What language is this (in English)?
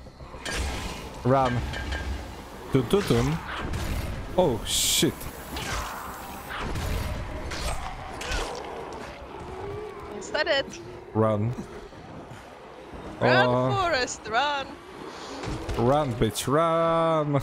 Czech